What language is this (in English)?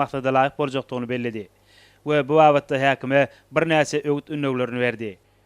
Turkmen